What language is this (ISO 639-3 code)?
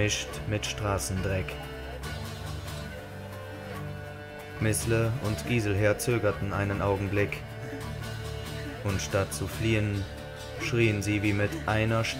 deu